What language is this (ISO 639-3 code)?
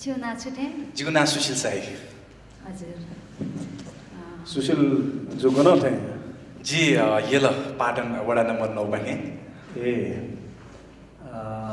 new